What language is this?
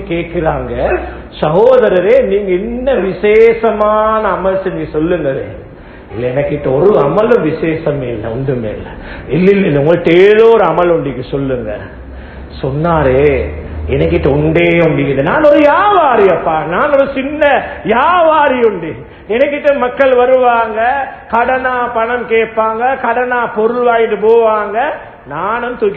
Tamil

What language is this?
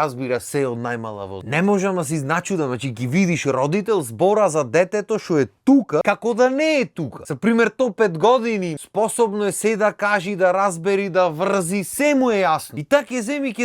Macedonian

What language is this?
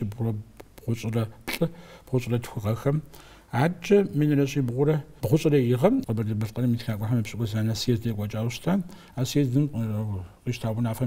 Kabardian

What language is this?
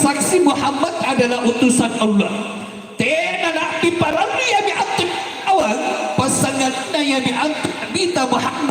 Makasar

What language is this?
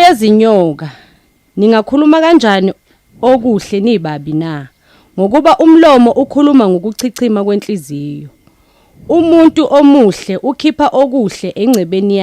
Zulu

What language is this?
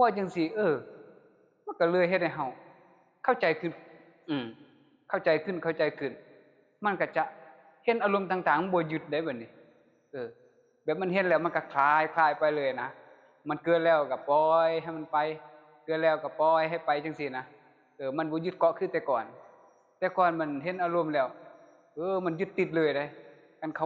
Lao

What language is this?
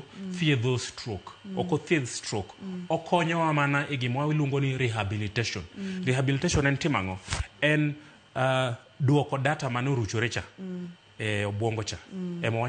Luo (Kenya and Tanzania)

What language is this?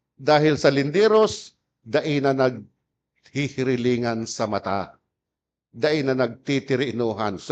Bikol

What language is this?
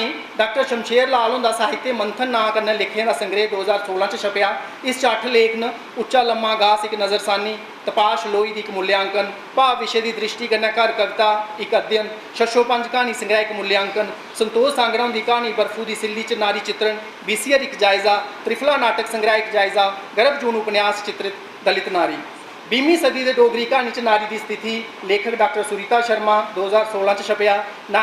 Dogri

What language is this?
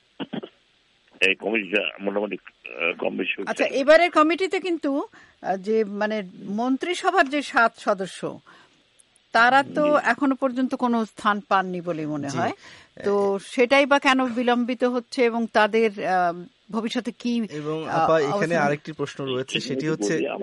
Bangla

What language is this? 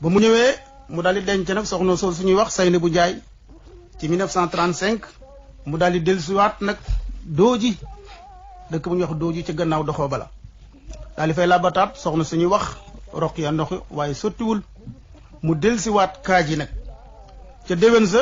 Wolof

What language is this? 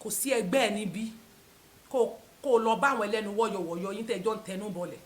Yoruba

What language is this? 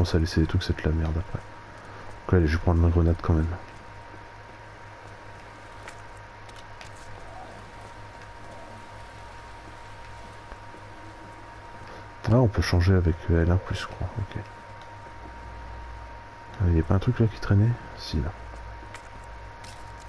French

